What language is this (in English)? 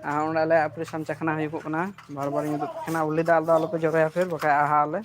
Santali